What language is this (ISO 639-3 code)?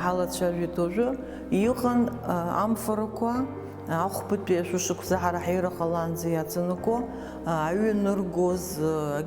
abk